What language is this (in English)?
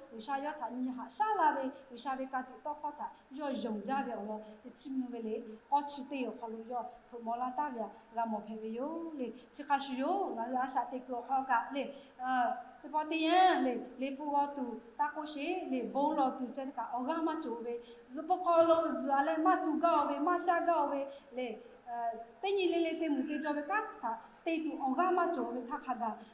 Lahu